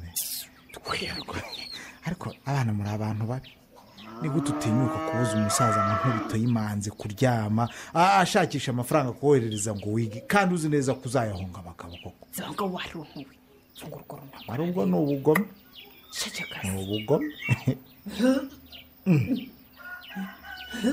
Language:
Kinyarwanda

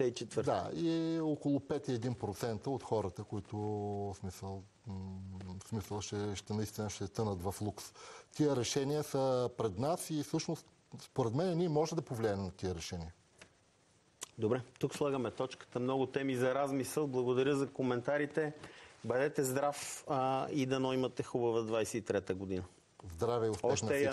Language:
Bulgarian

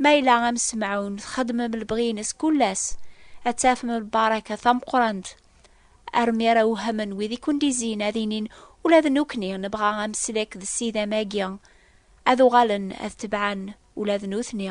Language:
Kabyle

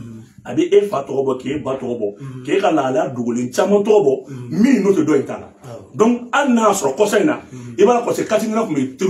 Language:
Bambara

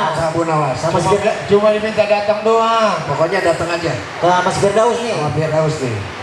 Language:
Betawi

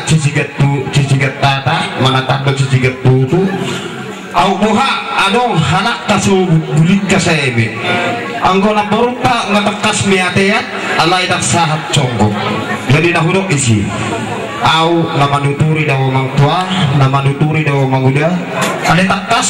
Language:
Batak Toba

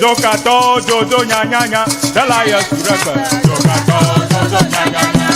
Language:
Ewe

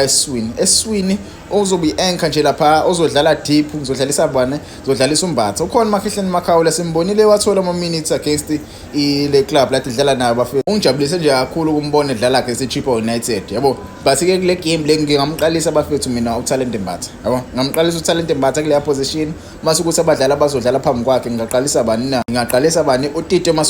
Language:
Zulu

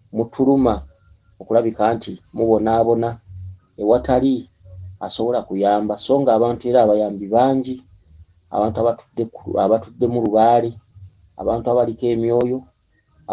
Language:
Ganda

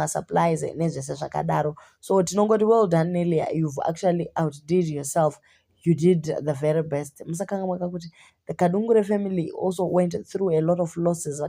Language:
Shona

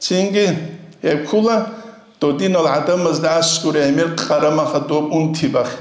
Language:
Avaric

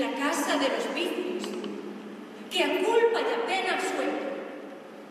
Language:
Spanish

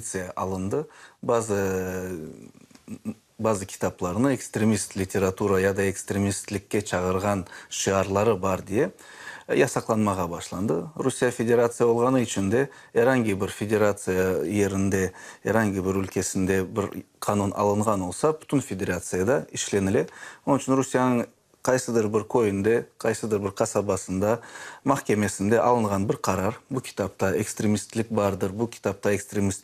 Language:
Crimean Tatar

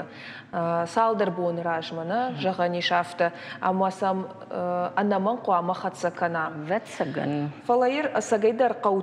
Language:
Ossetic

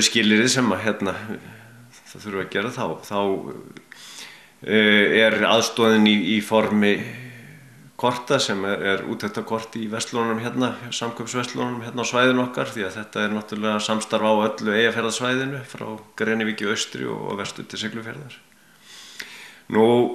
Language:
Icelandic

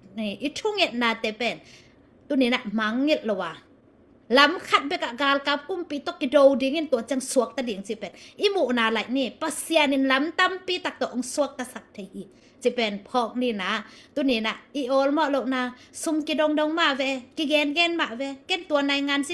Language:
Tedim Chin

